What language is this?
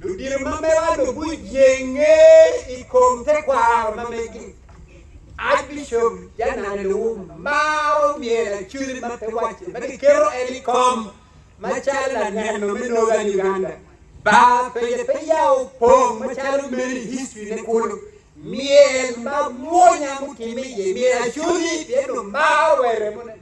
Acoli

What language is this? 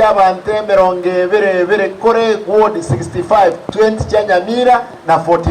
Gusii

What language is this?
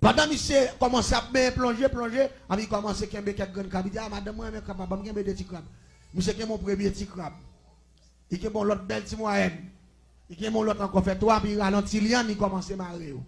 Haitian Creole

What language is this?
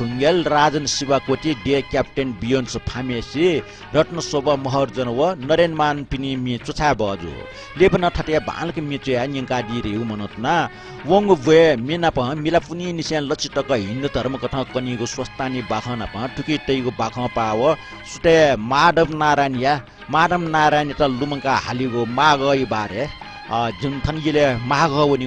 Newari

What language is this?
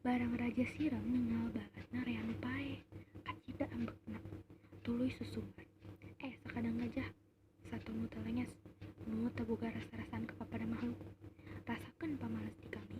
Sundanese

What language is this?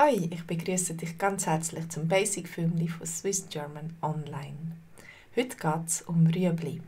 Swiss German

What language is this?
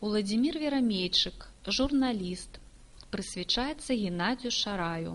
Belarusian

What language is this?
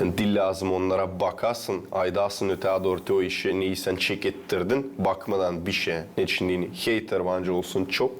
Gagauz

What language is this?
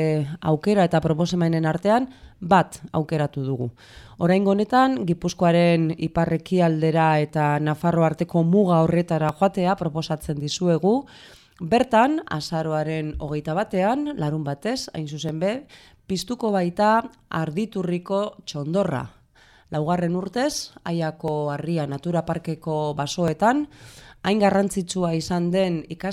Basque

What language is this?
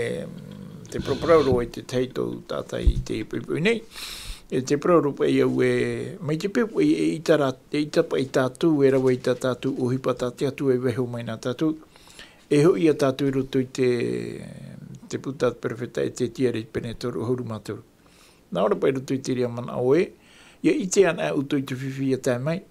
Tahitian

